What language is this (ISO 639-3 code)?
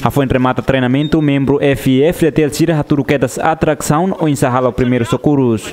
tet